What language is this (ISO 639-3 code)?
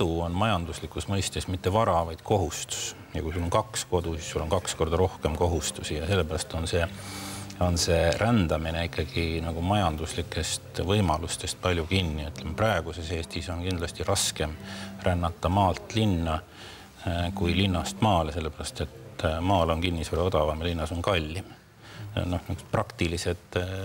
est